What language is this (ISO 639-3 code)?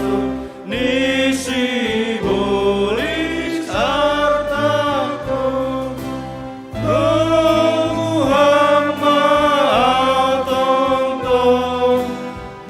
bts